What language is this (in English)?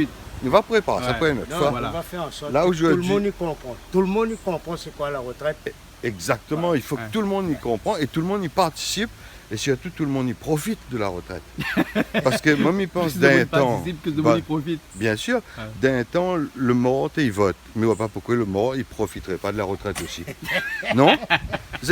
Réunion Creole French